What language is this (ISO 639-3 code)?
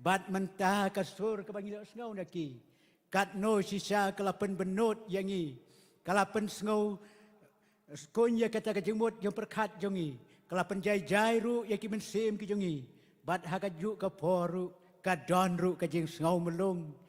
kha